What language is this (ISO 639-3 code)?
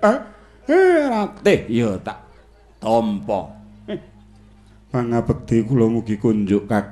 jav